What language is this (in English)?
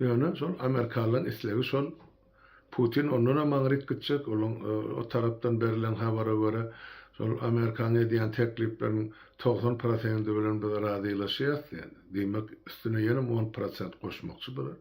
Turkmen